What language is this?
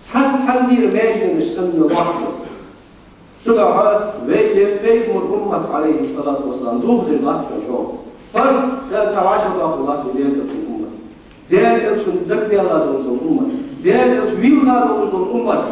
Ingush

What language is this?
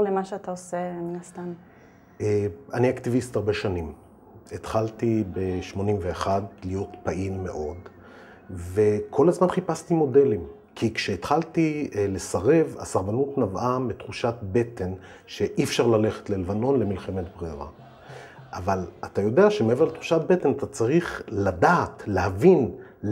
Hebrew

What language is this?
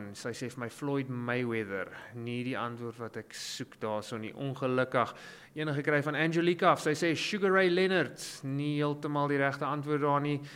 Afrikaans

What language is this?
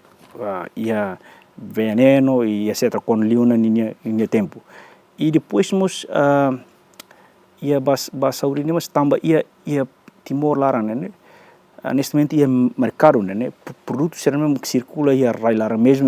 Tetum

